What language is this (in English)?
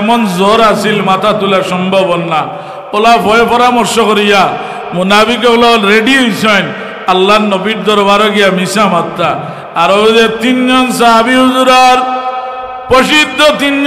Sylheti